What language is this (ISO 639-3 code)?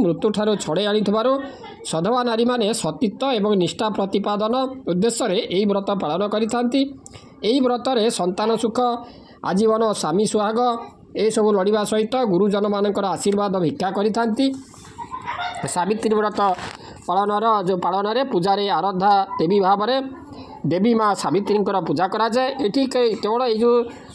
ori